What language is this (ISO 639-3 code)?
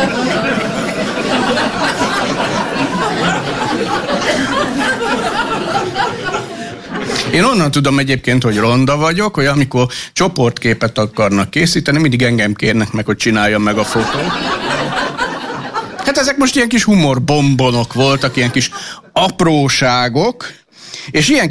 hun